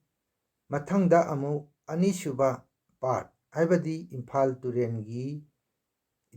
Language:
Manipuri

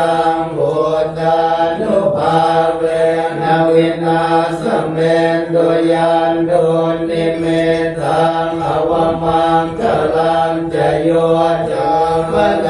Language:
Pali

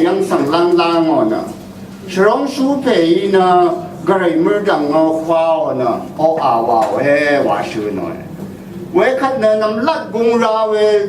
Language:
Rawang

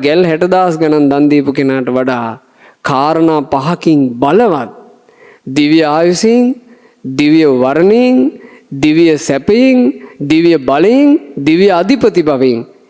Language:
Sinhala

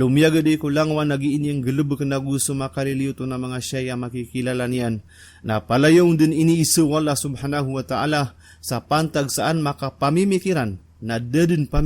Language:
Maranao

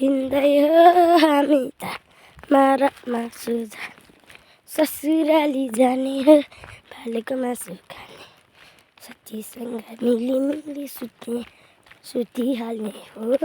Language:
Nepali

